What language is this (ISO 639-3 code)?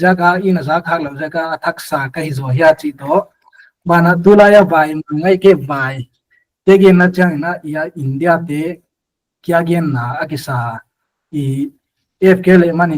pck